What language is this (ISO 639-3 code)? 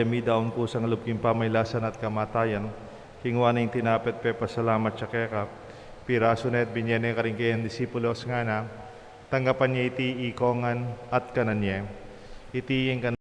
pam